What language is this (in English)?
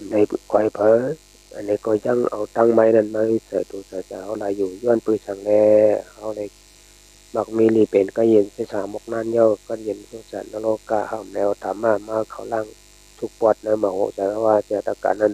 Shan